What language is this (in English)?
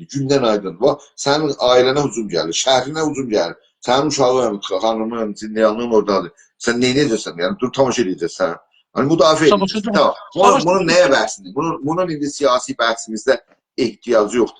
South Azerbaijani